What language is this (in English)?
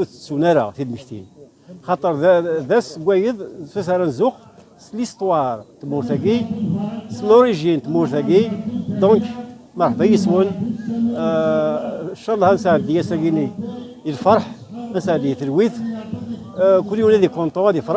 Kabyle